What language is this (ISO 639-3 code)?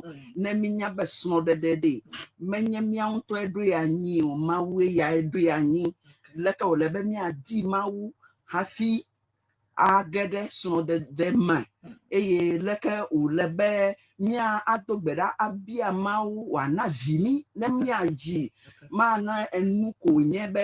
ewe